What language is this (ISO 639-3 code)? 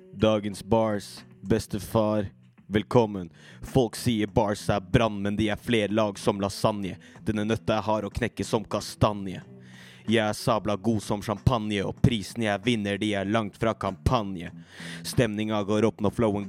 nor